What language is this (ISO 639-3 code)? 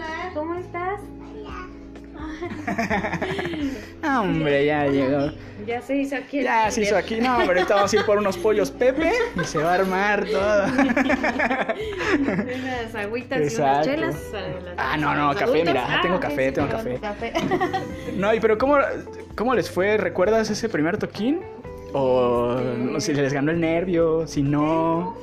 spa